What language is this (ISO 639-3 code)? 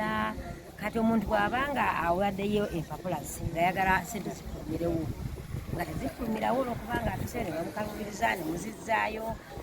lug